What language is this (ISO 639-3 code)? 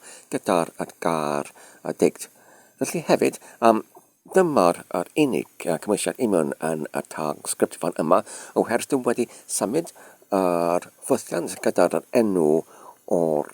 cym